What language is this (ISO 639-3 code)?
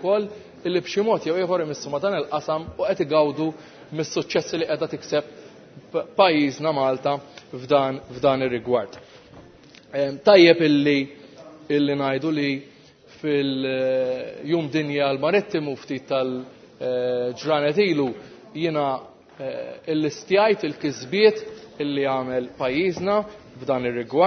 mlt